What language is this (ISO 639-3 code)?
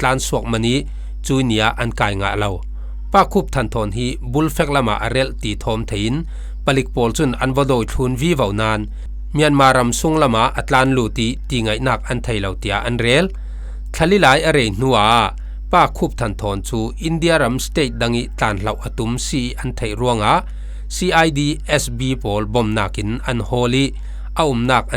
cfm